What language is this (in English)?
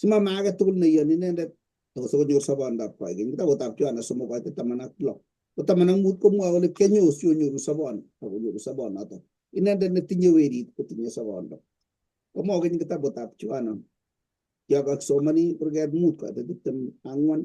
Kalenjin